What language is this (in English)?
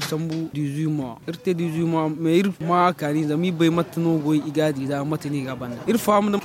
Zarma